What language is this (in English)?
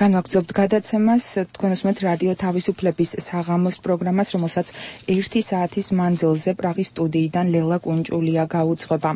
Georgian